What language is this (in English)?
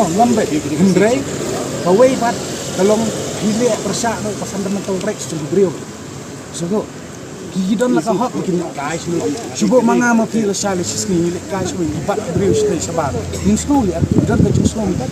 Khasi